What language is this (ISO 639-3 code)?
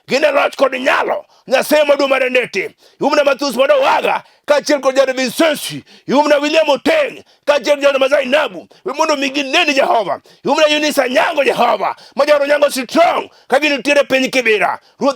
luo